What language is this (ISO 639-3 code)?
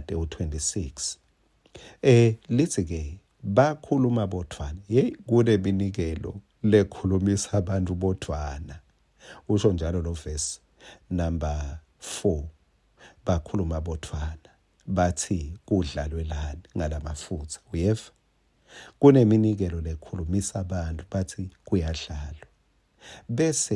ssw